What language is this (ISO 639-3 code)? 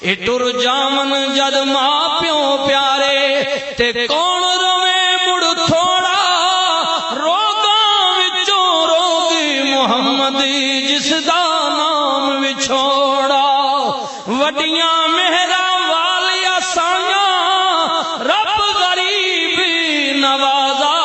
lah